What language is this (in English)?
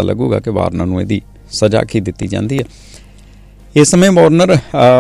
Punjabi